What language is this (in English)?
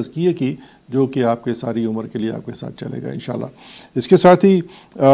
Urdu